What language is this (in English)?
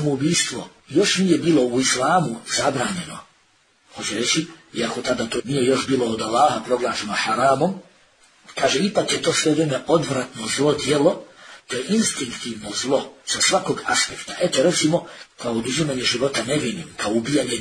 Bosnian